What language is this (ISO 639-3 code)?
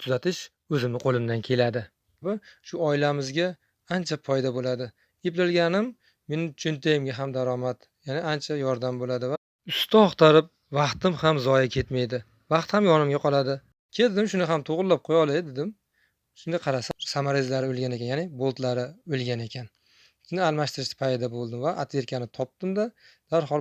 uzb